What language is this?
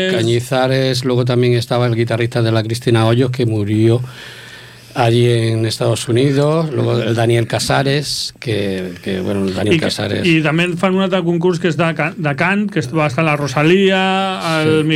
Catalan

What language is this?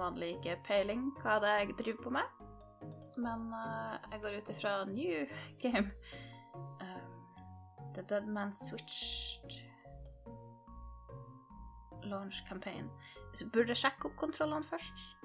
Norwegian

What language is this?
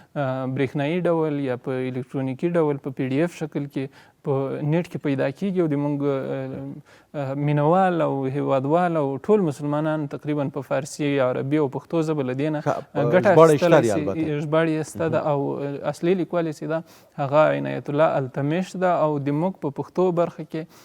Pashto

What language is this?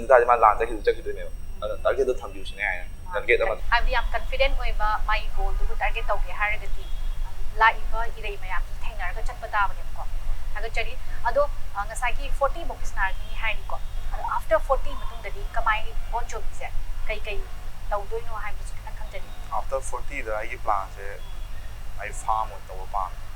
Manipuri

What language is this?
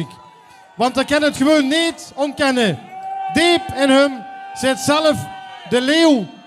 Limburgish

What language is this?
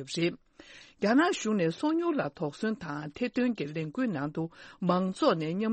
Tibetan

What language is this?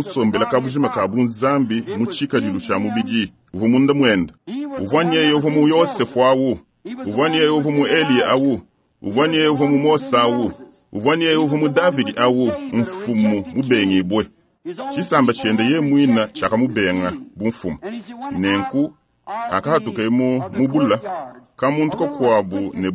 Luba-Lulua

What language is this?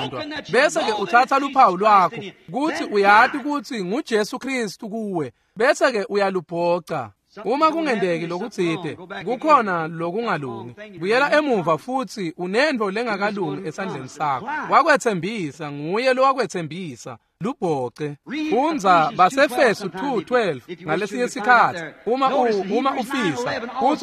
Swati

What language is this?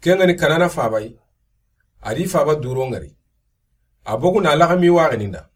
Soninke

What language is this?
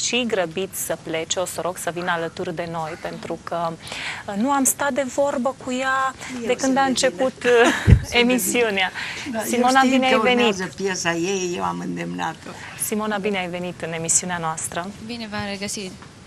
Romanian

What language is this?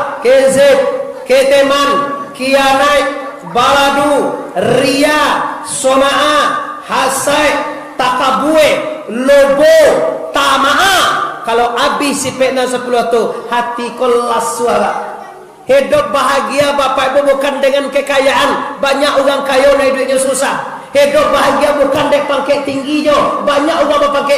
Minangkabau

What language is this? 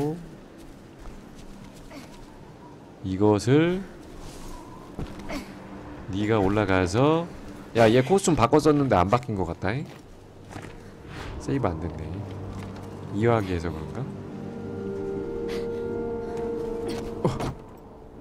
Korean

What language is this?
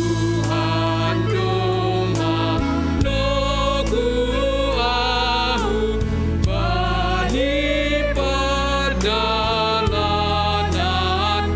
Batak Simalungun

